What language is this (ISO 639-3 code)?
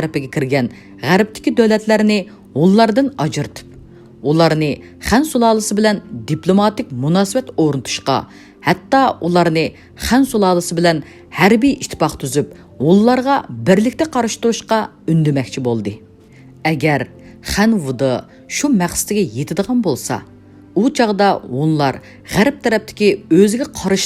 uig